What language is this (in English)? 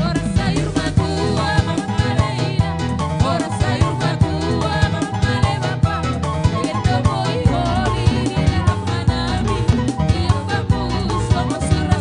Batak Simalungun